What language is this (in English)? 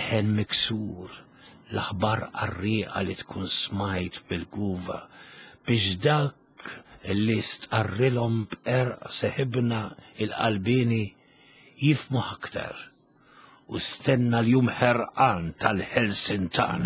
Maltese